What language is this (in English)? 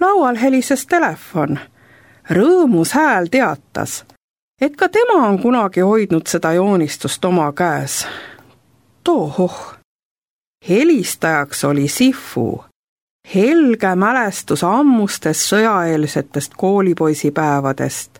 Estonian